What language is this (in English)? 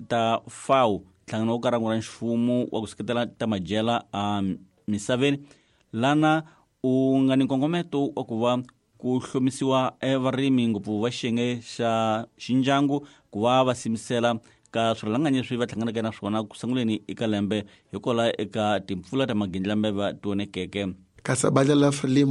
Tsonga